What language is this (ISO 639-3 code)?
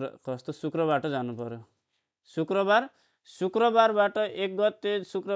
nep